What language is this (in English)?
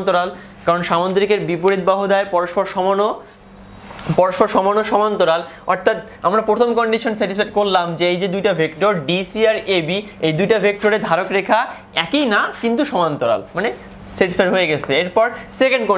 Bangla